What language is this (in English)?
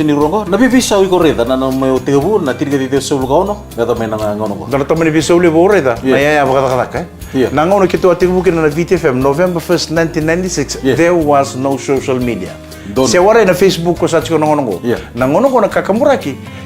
Fijian